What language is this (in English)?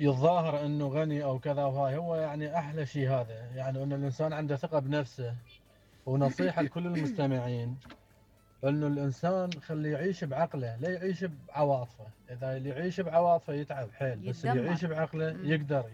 Mesopotamian Arabic